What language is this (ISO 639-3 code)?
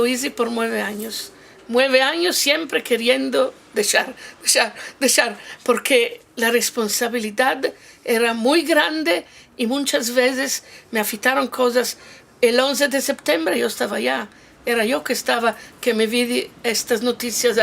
lad